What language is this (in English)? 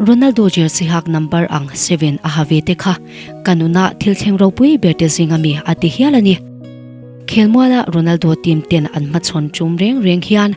Mizo